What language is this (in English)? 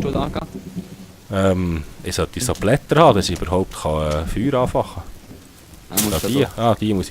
Swiss German